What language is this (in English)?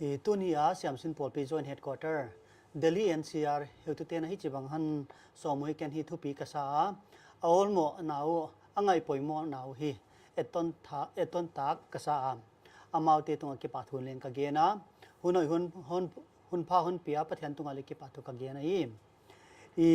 Paite Chin